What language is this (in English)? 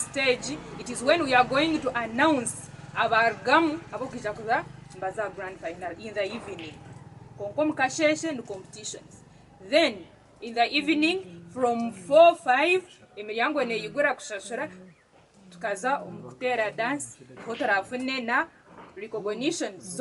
Nyankole